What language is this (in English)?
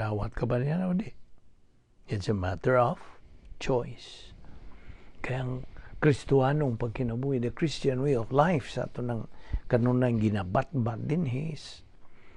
Cebuano